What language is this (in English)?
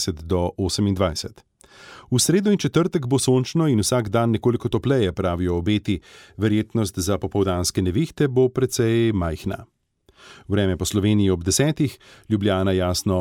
Slovenian